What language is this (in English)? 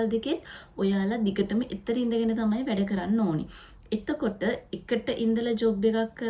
Sinhala